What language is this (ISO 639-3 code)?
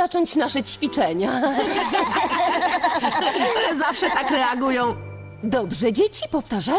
pol